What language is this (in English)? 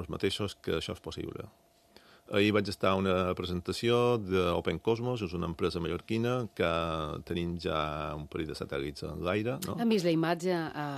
Catalan